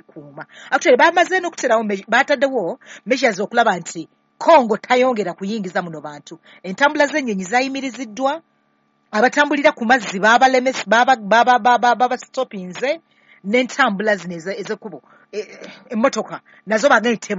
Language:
Ganda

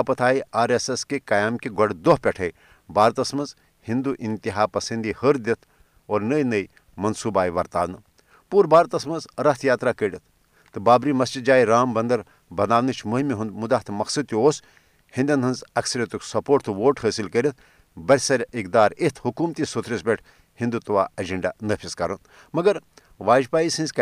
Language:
Kashmiri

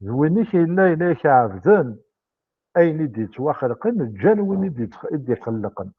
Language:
Kabyle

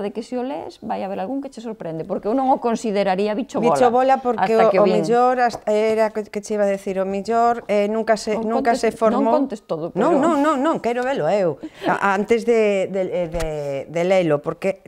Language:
Galician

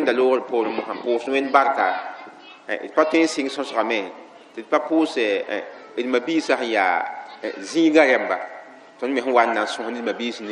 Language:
Mossi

